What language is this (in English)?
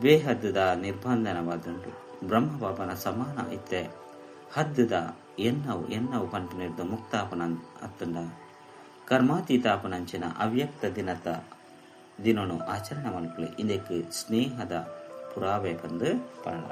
Tulu